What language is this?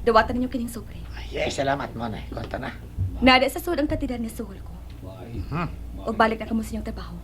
Cebuano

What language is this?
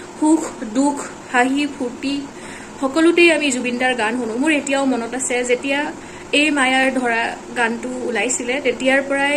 Assamese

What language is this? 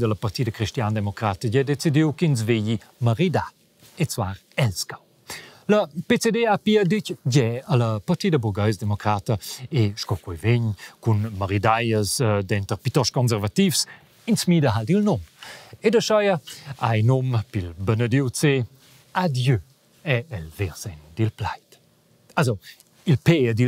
Romansh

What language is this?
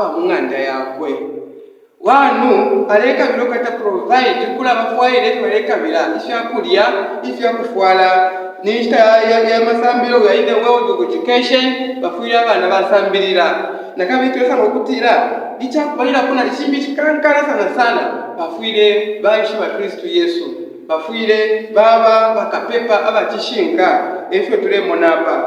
Bemba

